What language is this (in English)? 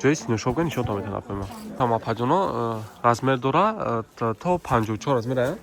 Tajik